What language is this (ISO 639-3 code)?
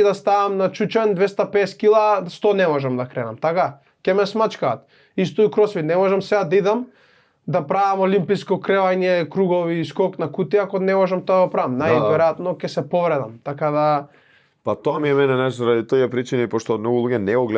mkd